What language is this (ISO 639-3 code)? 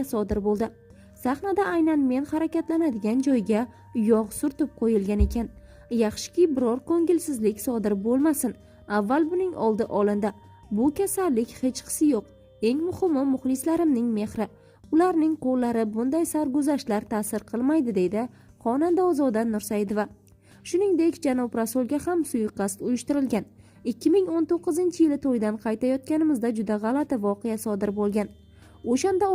uzb